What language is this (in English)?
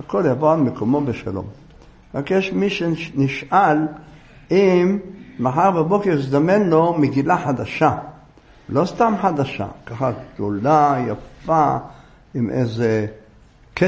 Hebrew